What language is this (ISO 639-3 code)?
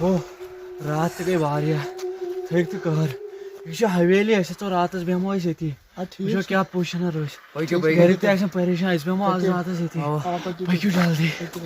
kas